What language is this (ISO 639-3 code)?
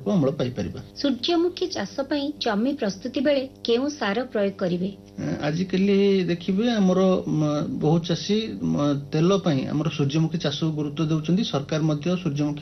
ori